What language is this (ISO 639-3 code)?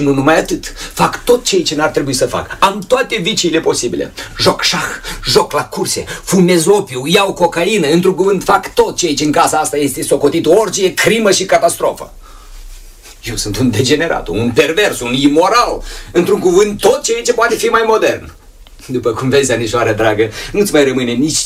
ron